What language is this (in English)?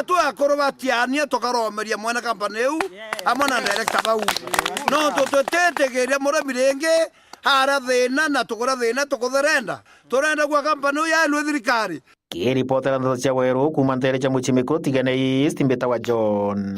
Meru